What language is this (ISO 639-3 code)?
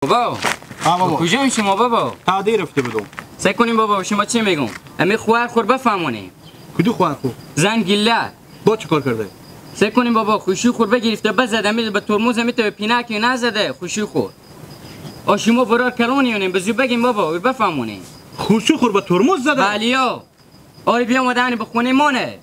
haz